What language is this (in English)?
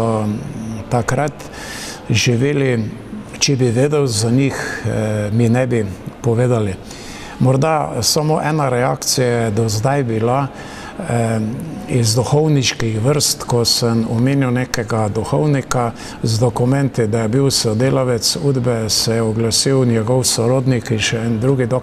Slovenian